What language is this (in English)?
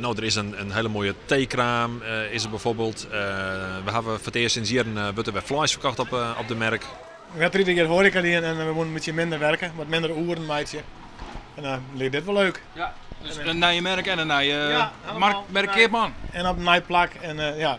Western Frisian